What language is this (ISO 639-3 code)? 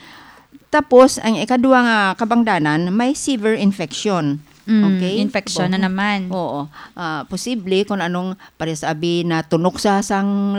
hil